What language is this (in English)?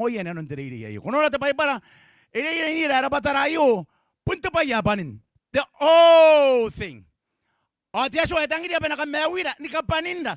Gilbertese